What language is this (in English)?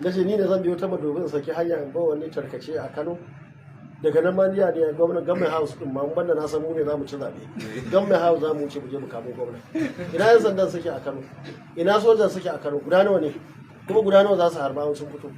Hausa